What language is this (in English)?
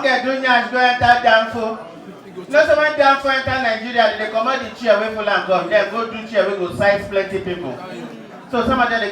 Nigerian Pidgin